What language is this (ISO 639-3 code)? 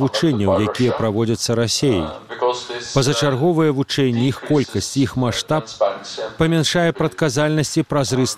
bel